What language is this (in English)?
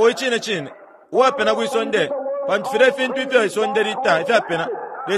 Bemba